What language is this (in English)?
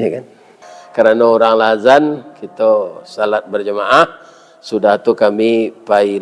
Minangkabau